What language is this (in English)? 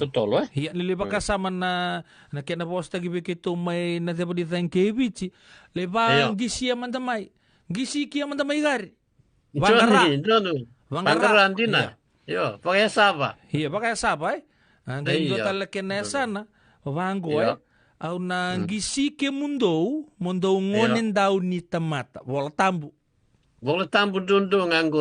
Fijian